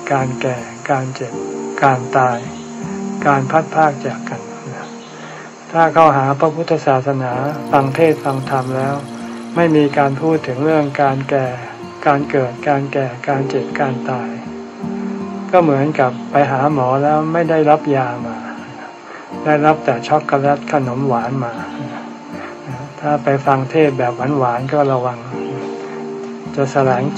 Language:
Thai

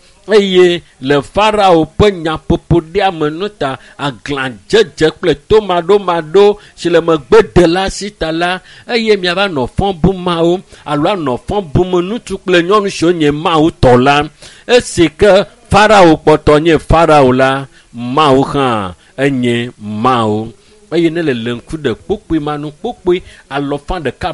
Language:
Ewe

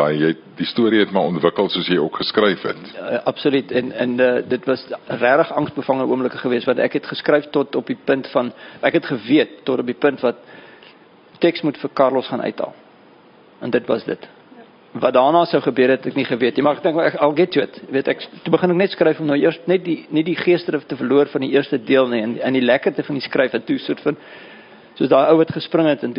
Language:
Afrikaans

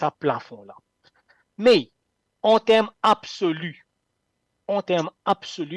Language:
Morisyen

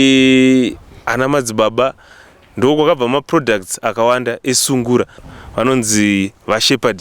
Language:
Shona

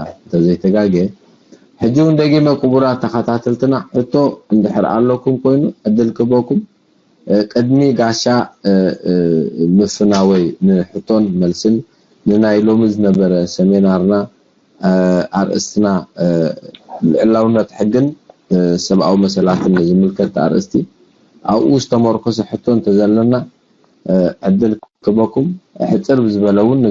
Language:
Tigrinya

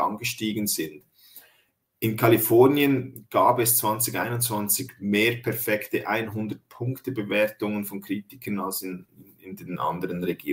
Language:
German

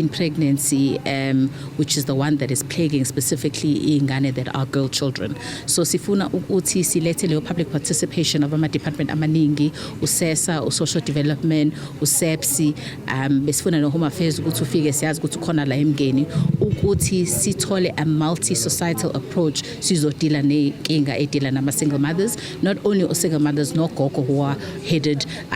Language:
Zulu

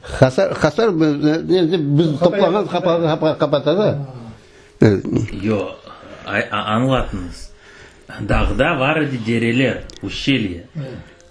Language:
Crimean Tatar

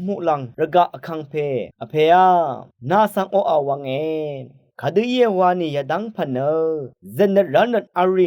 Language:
Rawang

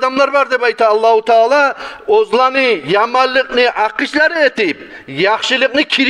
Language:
Kumyk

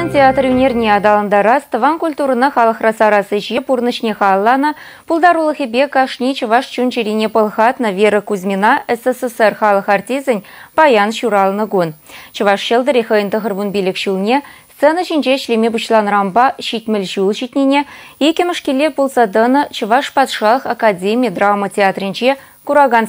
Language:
Chuvash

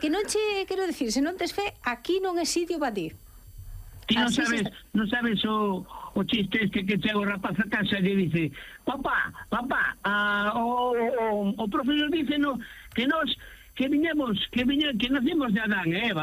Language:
Galician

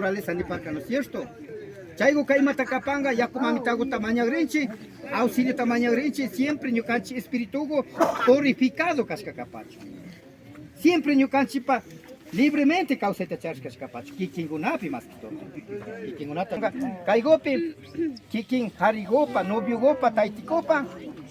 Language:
Imbabura Highland Quichua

